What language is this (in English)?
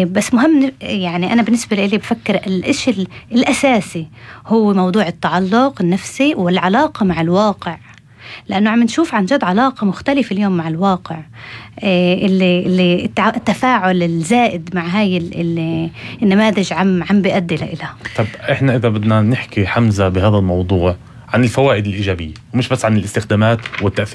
North Levantine Arabic